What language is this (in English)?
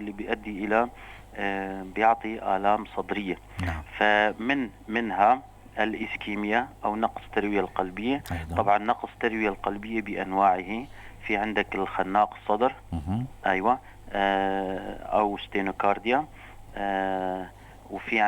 North Levantine Arabic